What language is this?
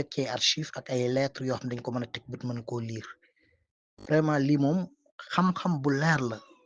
Wolof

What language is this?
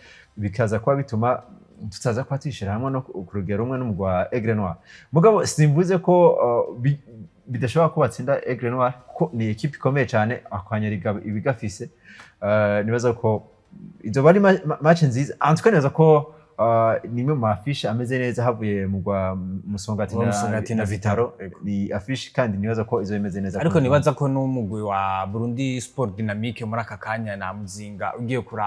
Rundi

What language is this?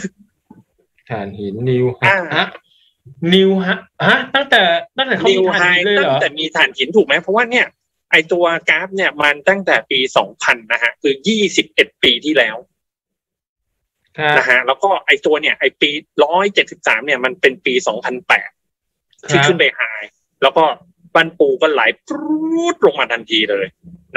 Thai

